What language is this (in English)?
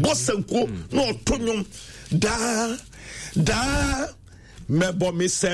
Akan